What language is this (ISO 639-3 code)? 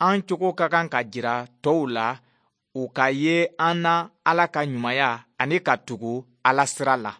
bam